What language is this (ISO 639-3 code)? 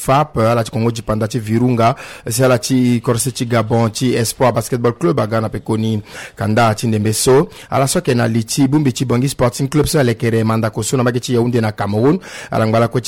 sag